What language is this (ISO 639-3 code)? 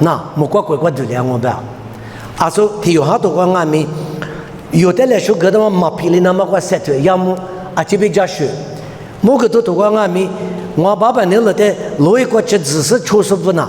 lis